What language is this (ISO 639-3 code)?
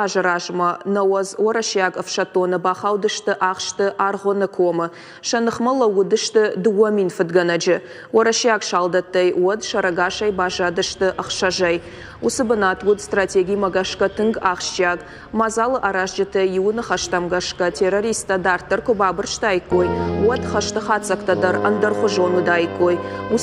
oss